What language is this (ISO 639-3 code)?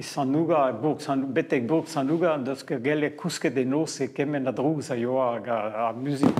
bre